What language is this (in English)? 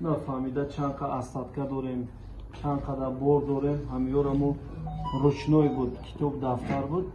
Tajik